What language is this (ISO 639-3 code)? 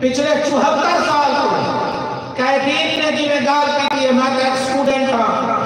skr